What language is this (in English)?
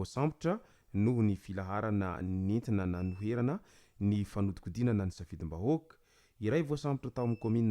Malagasy